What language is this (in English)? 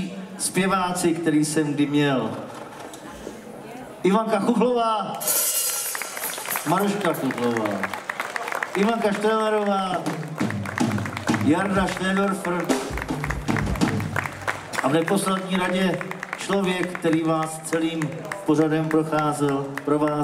Czech